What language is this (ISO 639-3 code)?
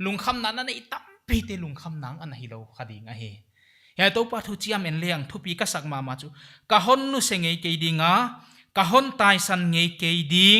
pck